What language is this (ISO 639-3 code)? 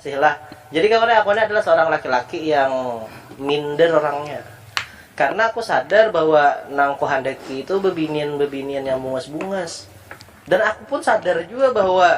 bjn